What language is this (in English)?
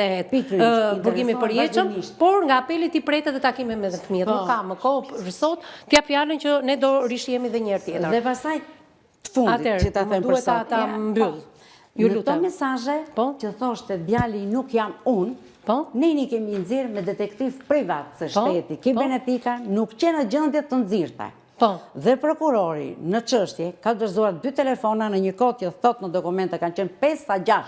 Albanian